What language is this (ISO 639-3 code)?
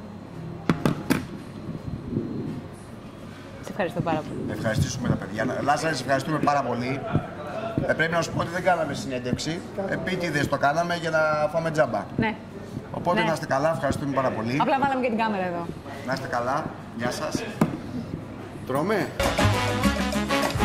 ell